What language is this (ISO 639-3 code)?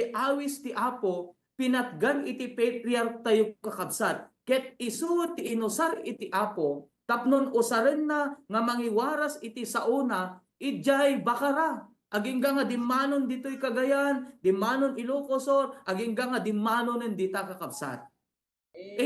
ilo